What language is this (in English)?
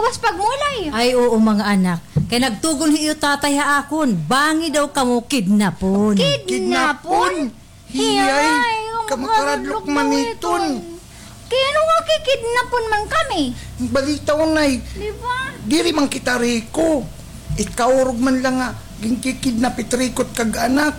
Waray